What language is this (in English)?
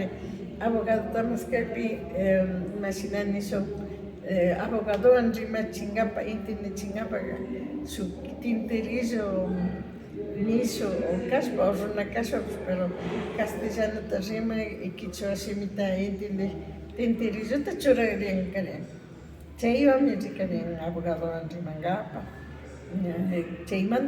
Imbabura Highland Quichua